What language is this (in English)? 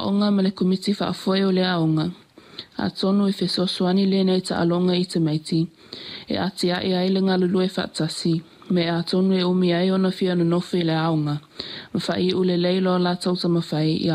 Samoan